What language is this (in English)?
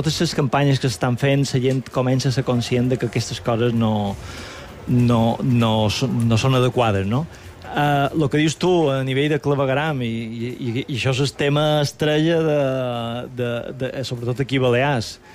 Catalan